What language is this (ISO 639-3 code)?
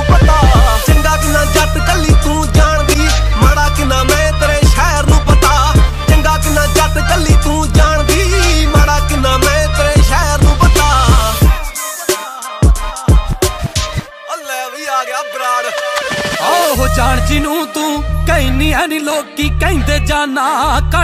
pan